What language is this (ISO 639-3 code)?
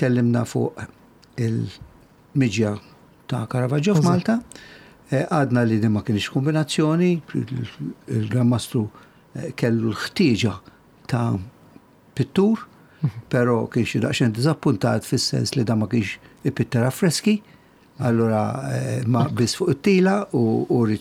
mlt